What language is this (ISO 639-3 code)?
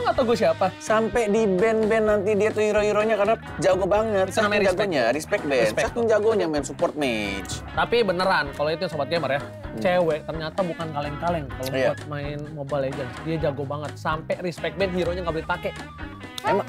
ind